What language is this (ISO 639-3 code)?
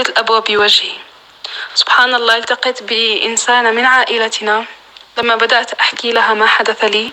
apc